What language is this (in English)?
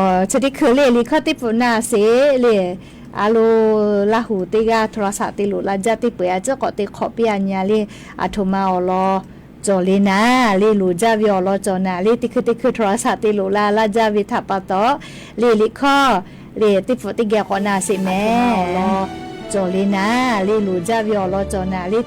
Lahu